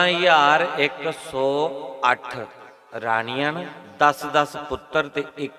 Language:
Dogri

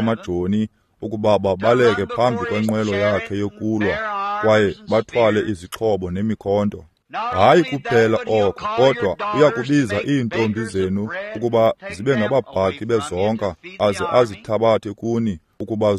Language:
Xhosa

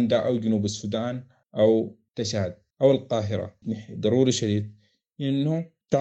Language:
Sudanese Arabic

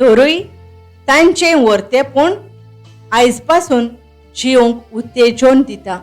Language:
Konkani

